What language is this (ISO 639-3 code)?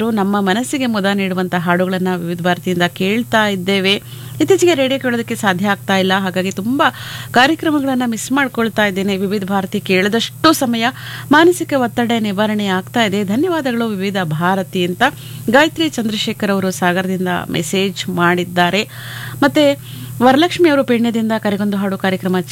kan